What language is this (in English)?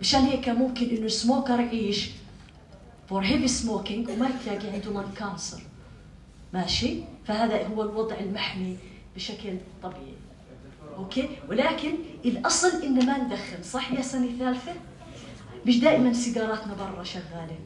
North Levantine Arabic